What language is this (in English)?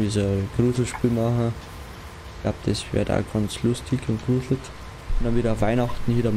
Bavarian